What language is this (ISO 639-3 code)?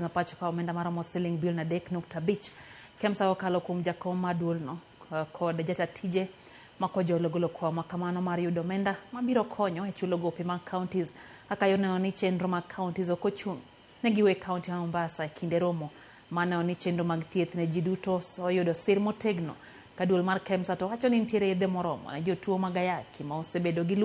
luo